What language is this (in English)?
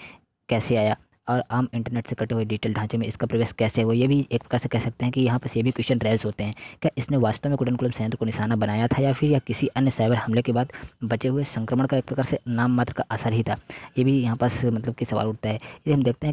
Hindi